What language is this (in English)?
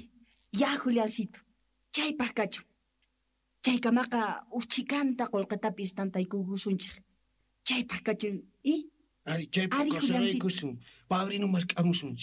South Bolivian Quechua